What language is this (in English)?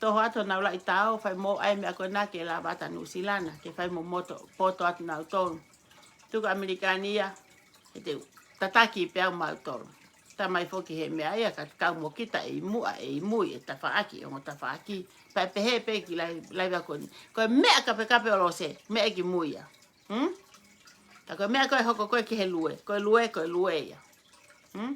Tongan